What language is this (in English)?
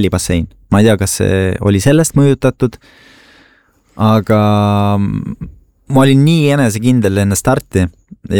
Estonian